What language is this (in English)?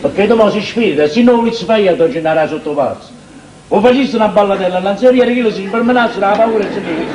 Neapolitan